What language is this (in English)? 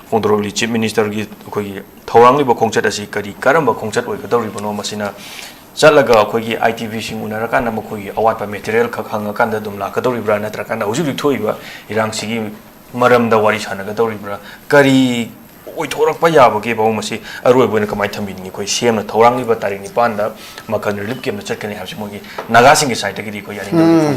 Manipuri